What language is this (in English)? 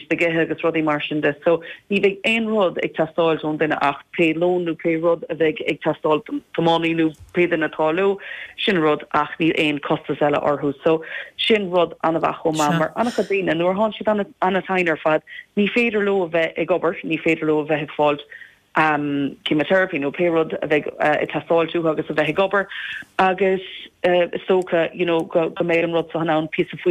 Irish